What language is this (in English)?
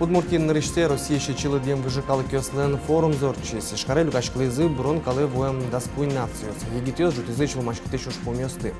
Udmurt